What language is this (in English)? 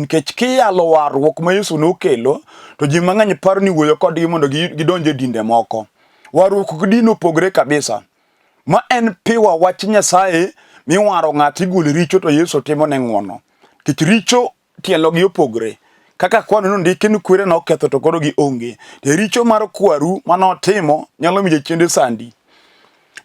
Luo (Kenya and Tanzania)